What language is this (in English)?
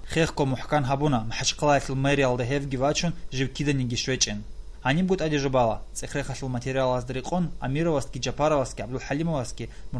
Avaric